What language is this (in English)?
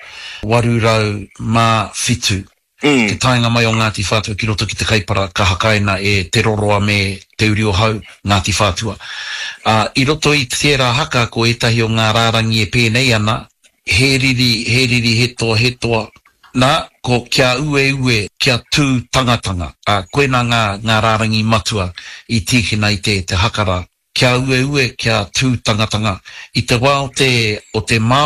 Māori